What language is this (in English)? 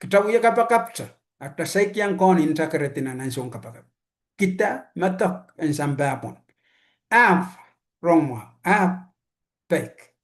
Pohnpeian